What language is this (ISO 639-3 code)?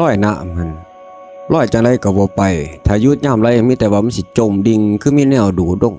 tts